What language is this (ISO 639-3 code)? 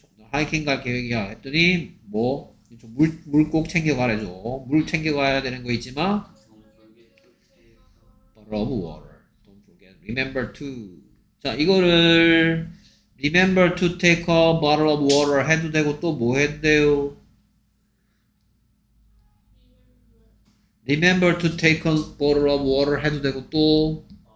kor